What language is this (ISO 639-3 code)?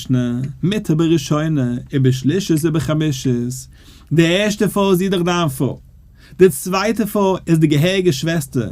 yid